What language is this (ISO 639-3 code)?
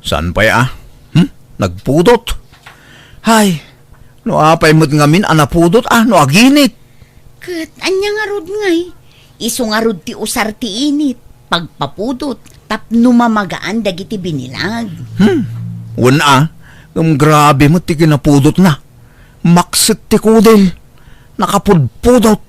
ilo